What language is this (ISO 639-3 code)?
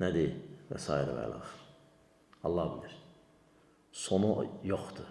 aze